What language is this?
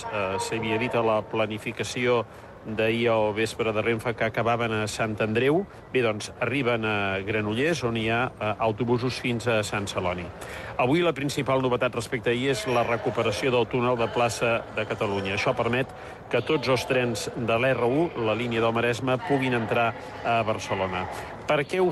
Catalan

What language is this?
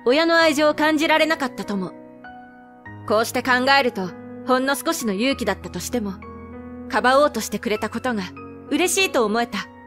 Japanese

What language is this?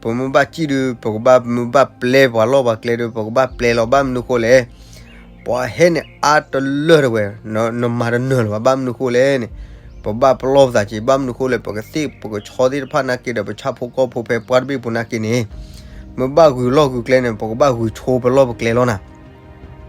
S'gaw Karen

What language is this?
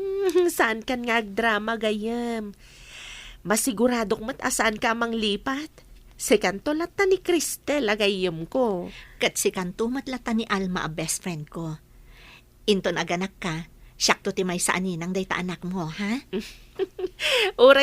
Iloko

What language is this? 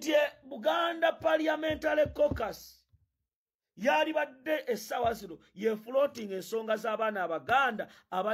Ganda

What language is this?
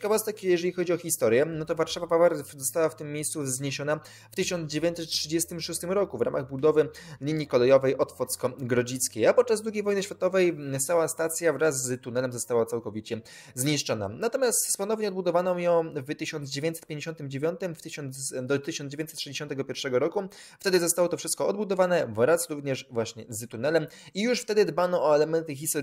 Polish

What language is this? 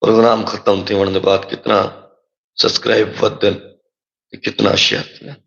Saraiki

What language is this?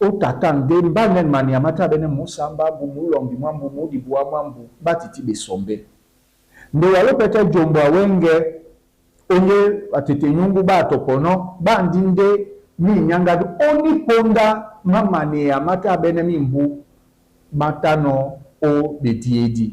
Duala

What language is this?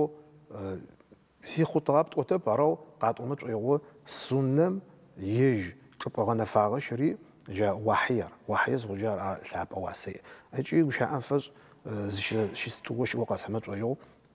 Adyghe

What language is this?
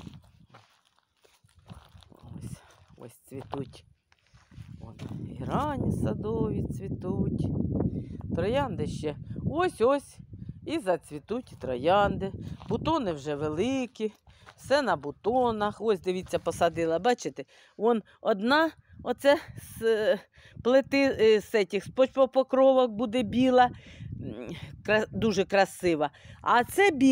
Ukrainian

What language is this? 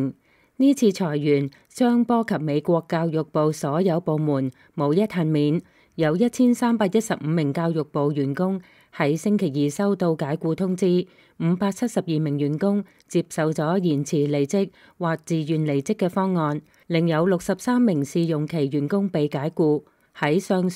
Cantonese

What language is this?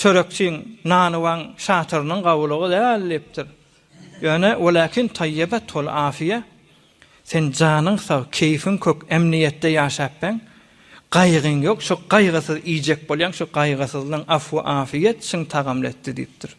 Turkmen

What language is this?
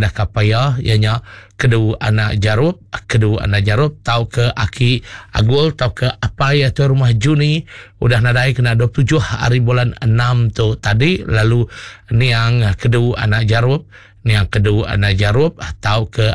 Iban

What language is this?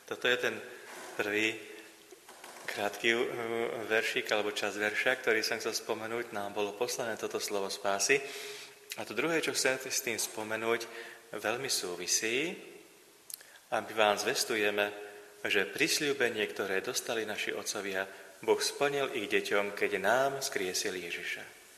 Slovak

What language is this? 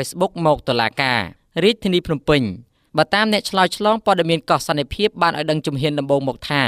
Khmer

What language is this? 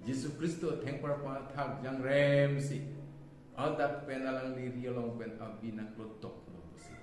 Karbi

